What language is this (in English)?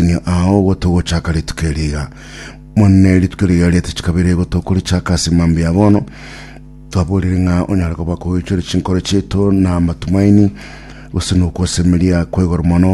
Gusii